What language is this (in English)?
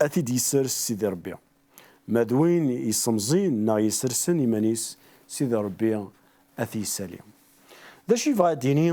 Kabyle